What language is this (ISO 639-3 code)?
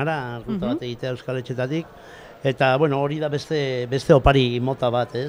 eus